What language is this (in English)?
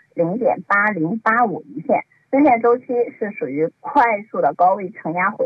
Chinese